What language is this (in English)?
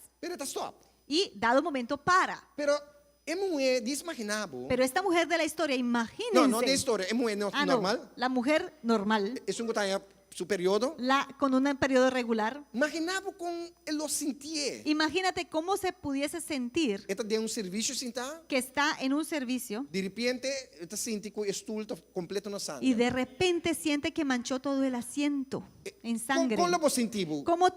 Papiamento